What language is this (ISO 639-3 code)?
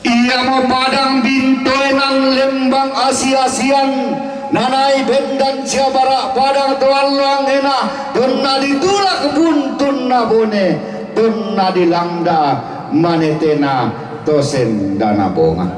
sda